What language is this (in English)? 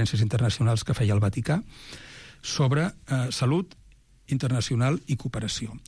Catalan